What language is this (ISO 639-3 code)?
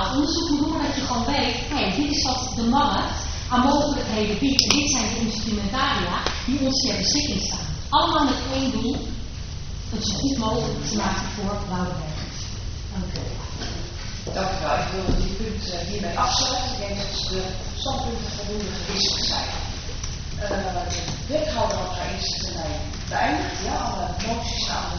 nld